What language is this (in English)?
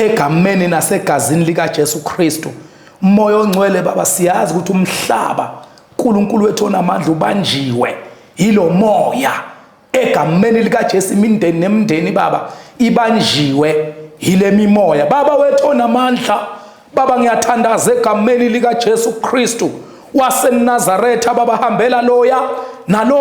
Zulu